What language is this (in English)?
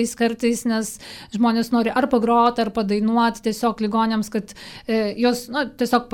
Lithuanian